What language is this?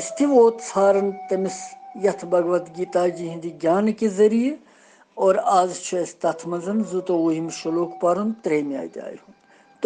Kashmiri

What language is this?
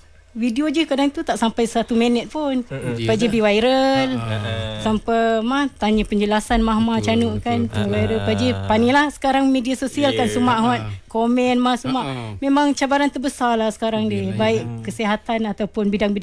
Malay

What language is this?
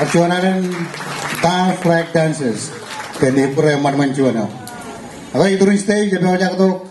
Marshallese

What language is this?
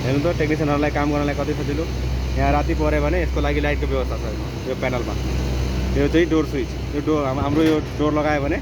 Nepali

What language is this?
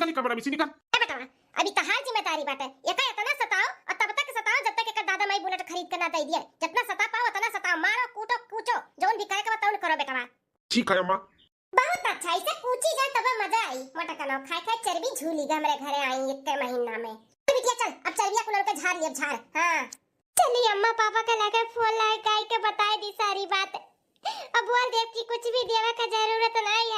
Bhojpuri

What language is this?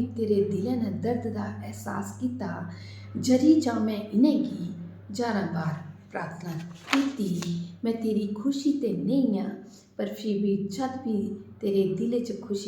Dogri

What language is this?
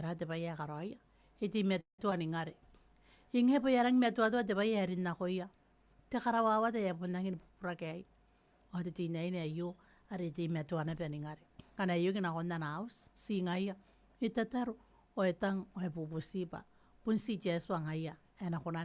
Gilbertese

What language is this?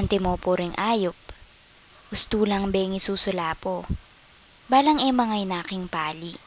Pampanga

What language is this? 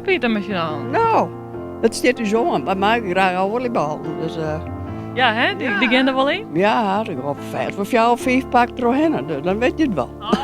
Western Frisian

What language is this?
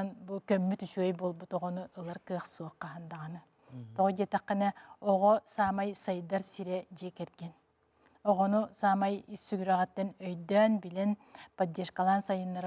Yakut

